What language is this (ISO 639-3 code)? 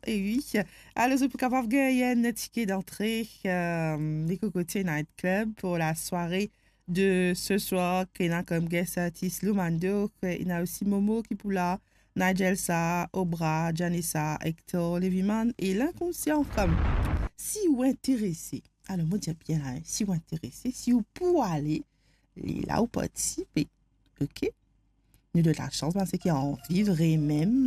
mfe